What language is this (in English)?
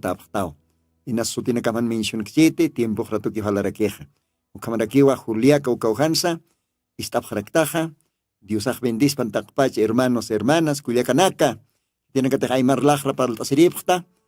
Aymara